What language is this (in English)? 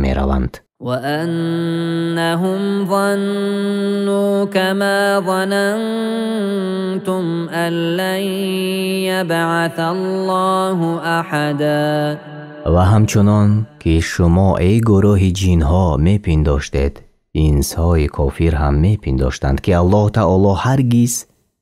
Tajik